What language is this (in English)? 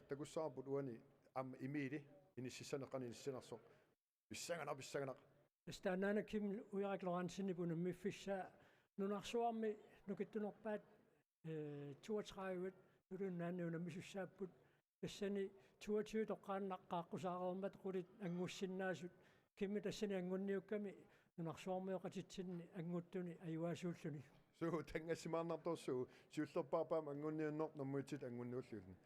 Kalaallisut